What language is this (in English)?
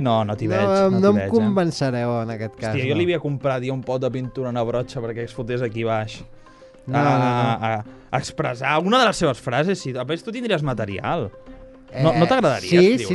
Catalan